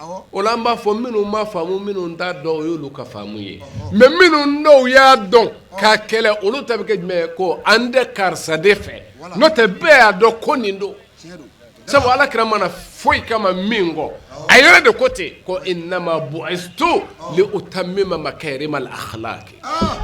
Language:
Bambara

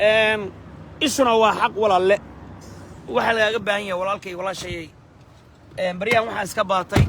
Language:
Somali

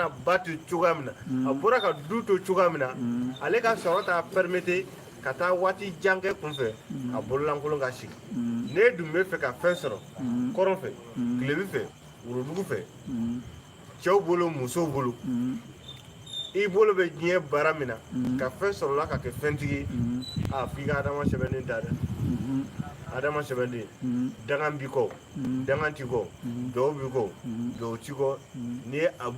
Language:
Bambara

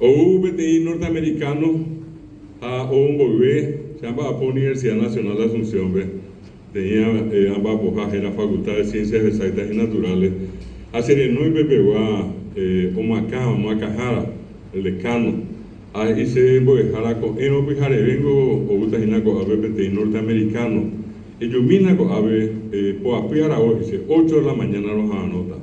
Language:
Guarani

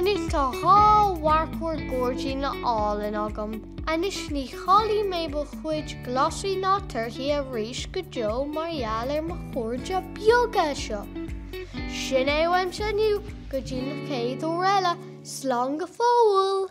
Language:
Irish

